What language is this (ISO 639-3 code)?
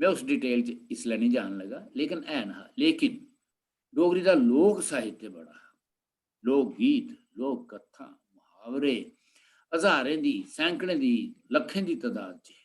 doi